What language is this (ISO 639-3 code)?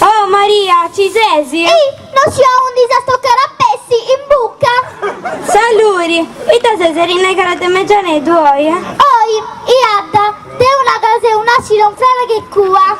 srd